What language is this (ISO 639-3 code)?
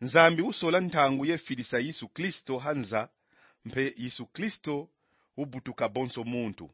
kon